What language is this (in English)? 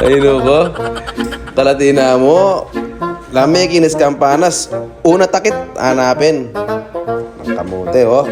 Pampanga